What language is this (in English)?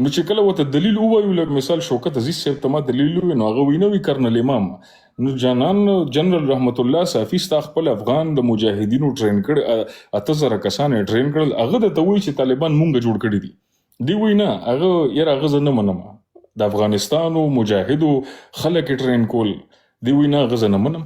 Pashto